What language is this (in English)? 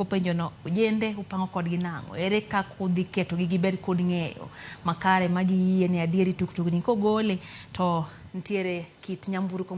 Luo (Kenya and Tanzania)